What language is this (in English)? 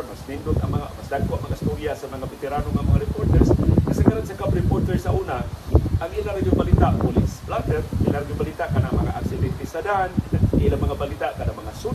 Cebuano